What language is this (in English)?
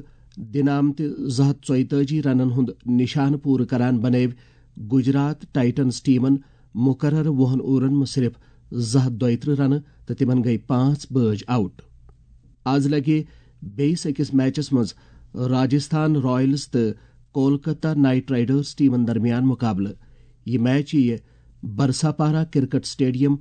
Kashmiri